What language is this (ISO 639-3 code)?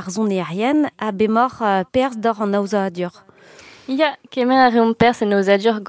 bre